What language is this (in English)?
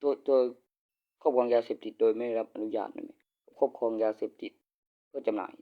Northeastern Thai